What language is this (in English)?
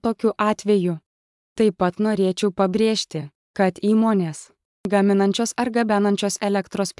Lithuanian